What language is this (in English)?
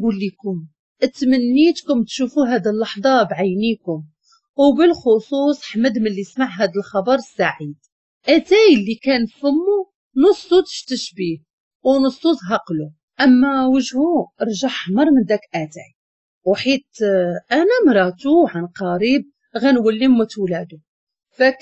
Moroccan Arabic